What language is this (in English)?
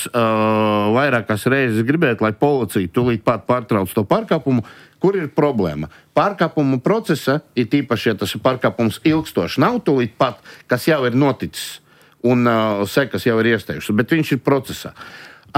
Latvian